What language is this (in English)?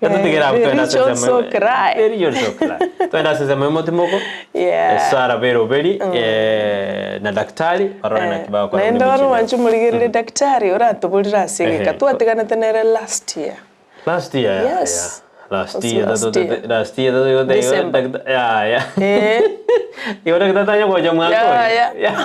Gusii